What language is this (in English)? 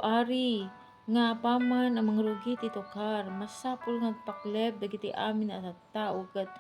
Iloko